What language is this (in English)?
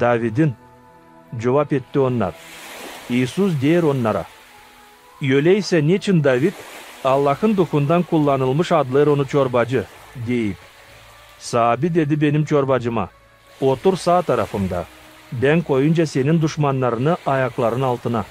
Gagauz